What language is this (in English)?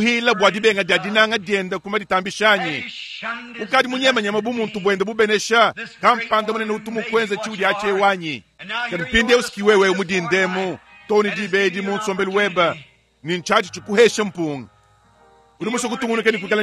Luba-Lulua